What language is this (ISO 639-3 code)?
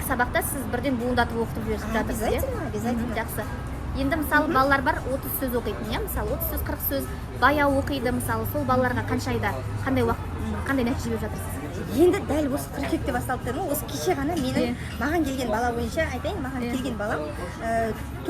kaz